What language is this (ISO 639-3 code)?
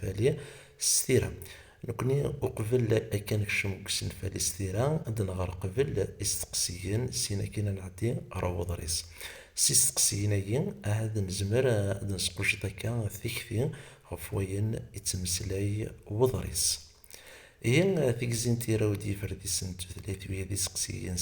kab